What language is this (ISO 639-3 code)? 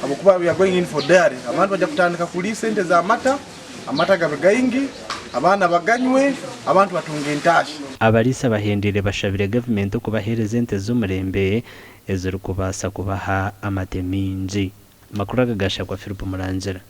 nyn